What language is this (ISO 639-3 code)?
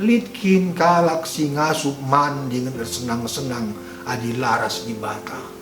btx